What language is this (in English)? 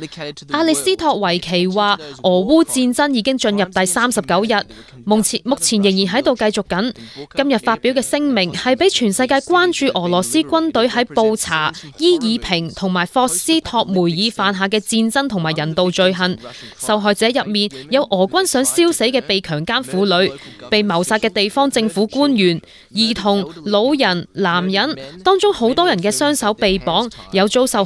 Cantonese